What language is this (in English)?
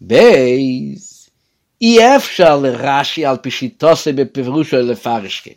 Yiddish